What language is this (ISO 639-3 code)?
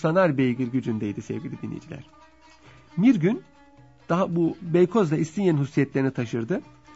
tur